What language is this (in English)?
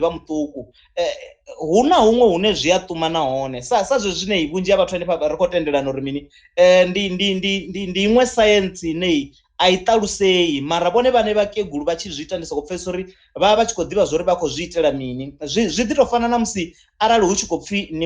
Venda